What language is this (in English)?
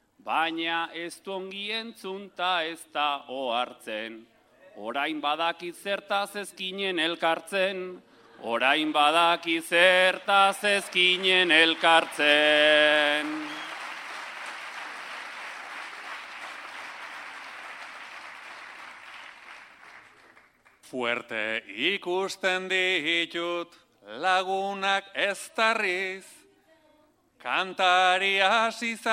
Basque